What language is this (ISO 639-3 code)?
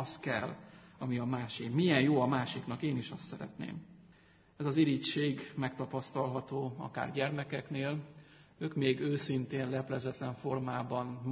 hun